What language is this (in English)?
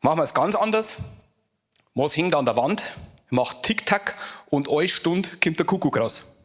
Bavarian